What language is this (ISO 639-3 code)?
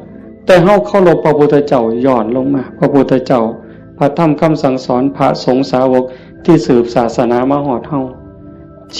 tts